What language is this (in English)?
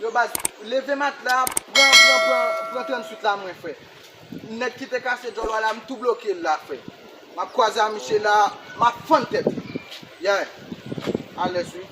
Haitian Creole